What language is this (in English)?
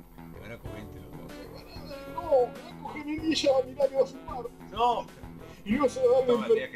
Spanish